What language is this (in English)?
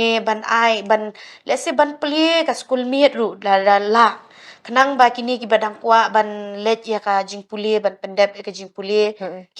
Khasi